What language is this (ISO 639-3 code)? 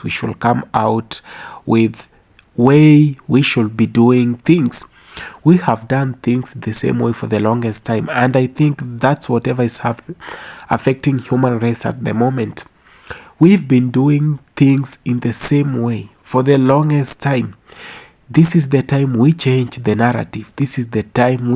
jam